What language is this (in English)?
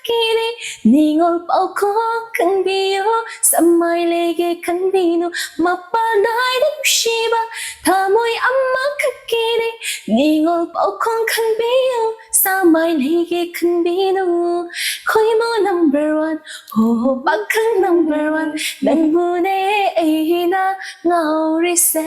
Manipuri